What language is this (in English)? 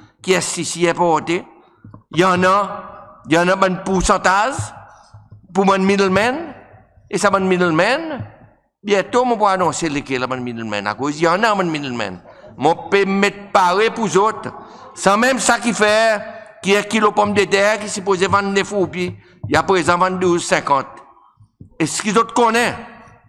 Seselwa Creole French